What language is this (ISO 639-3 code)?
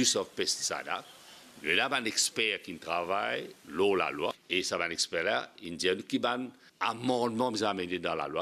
mfe